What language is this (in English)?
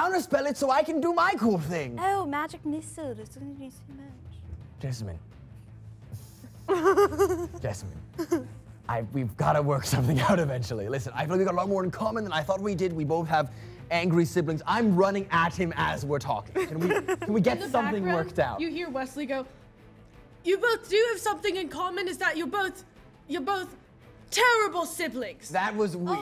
English